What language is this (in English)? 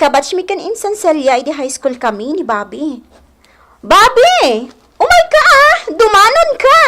Iloko